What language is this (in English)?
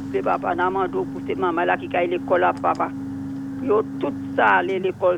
Saint Lucian Creole French